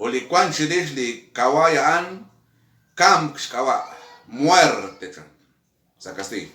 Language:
Kekchí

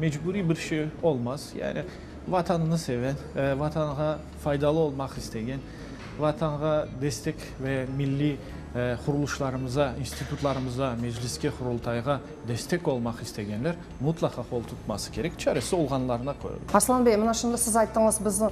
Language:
Crimean Tatar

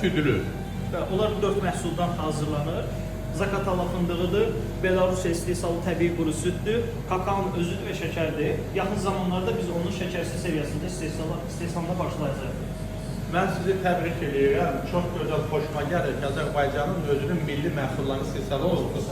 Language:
Azerbaijani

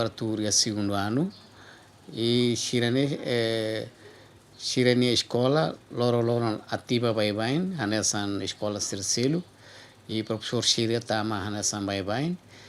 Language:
Tetum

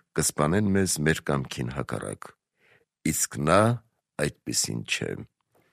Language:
Armenian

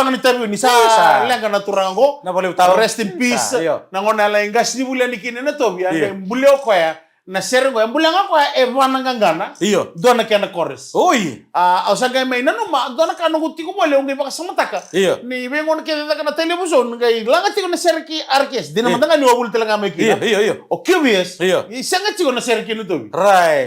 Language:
Fijian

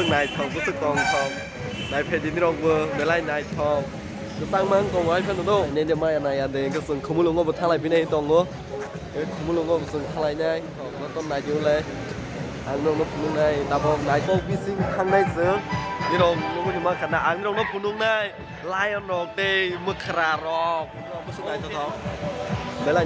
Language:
Kok Borok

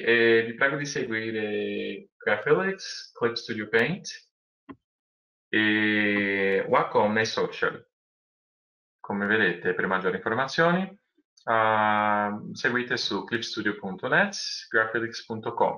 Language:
Italian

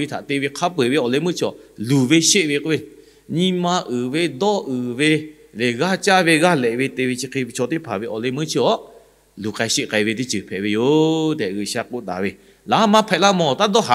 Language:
Lahu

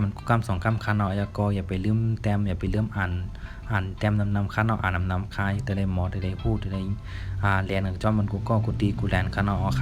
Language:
Shan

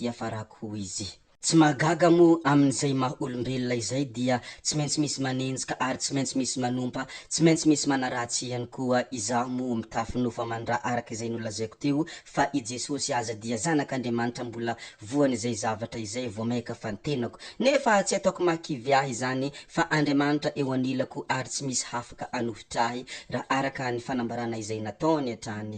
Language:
Malagasy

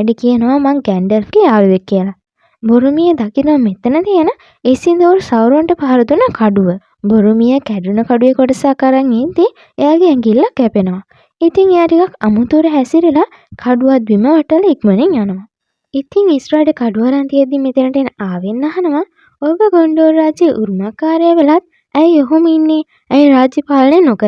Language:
Sinhala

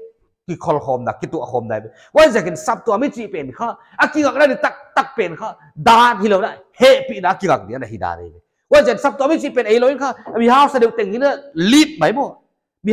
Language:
Paite Chin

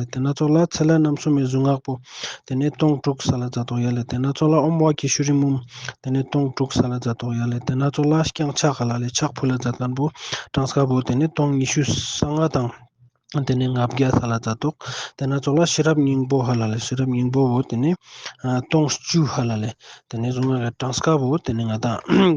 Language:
Ladakhi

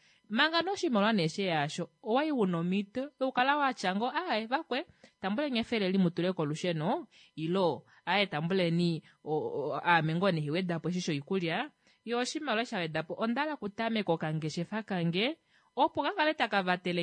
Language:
Kuanyama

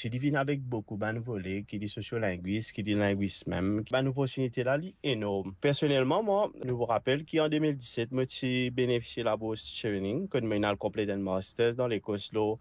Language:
Morisyen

